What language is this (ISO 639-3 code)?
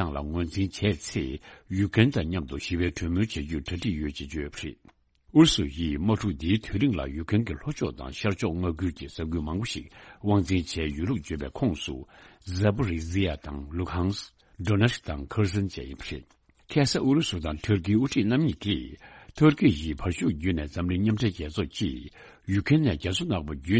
bod